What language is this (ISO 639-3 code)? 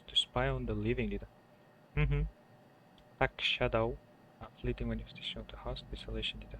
kaa